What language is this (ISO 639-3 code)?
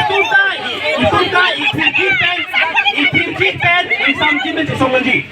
mjw